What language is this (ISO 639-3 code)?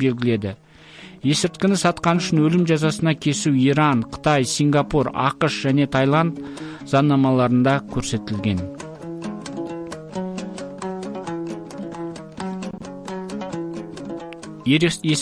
kaz